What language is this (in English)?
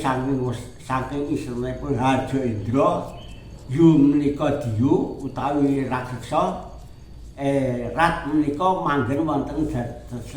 Javanese